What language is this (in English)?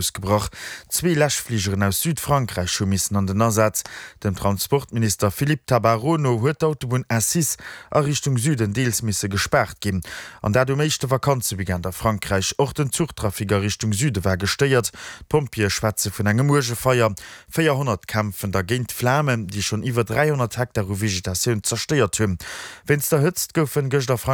Luxembourgish